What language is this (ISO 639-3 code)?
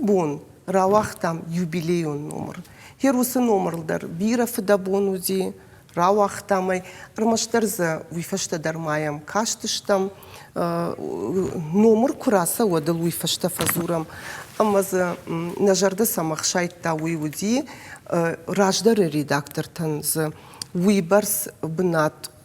oss